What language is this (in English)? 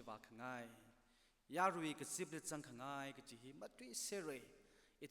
Tangkhul Naga (India)